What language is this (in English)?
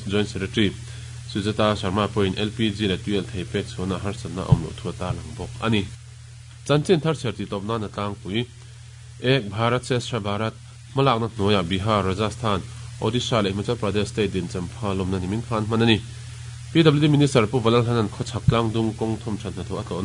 Mizo